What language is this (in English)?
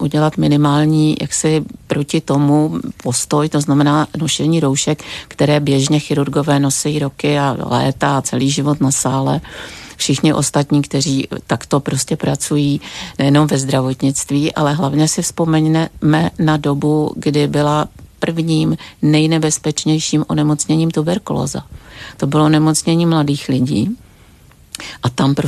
Czech